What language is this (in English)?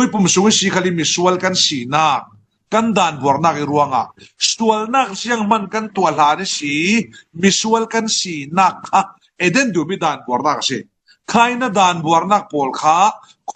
Falam Chin